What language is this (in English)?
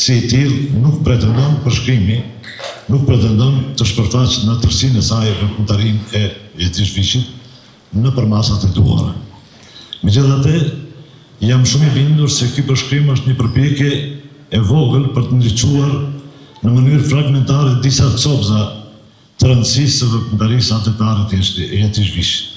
Albanian